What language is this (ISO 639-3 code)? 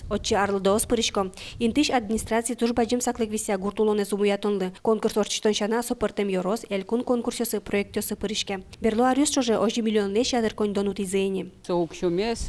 udm